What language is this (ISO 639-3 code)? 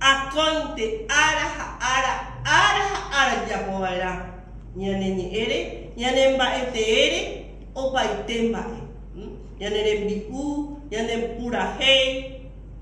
grn